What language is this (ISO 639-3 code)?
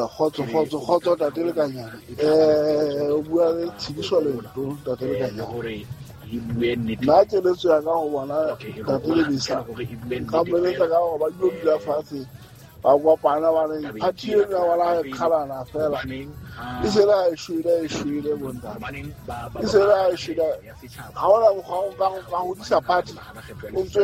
sot